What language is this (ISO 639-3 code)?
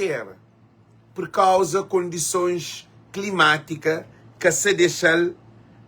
kea